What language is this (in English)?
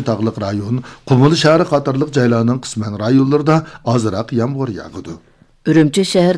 Uyghur